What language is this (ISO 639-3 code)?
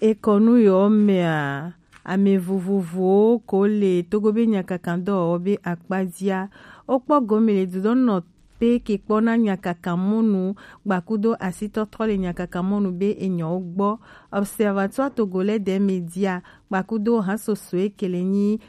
gej